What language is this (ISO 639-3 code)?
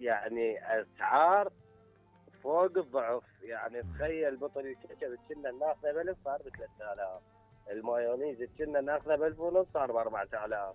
acm